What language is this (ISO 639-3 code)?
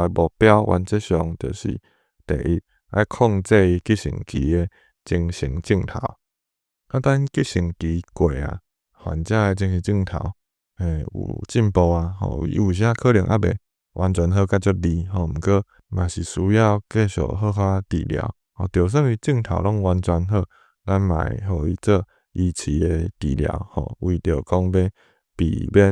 nan